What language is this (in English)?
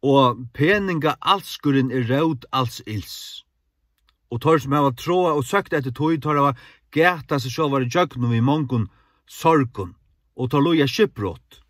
Faroese